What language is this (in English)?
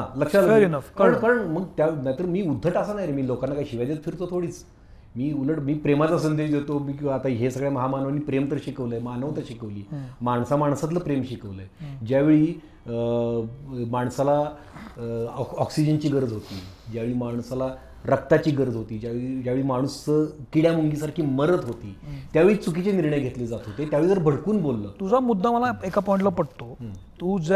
Marathi